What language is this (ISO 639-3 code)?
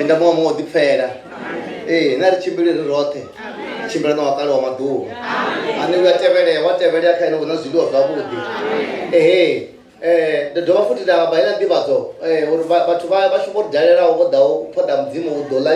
ven